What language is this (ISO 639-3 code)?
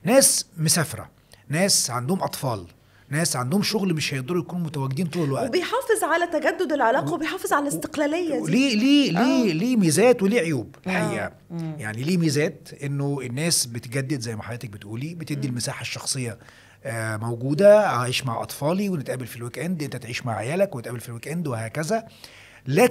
arz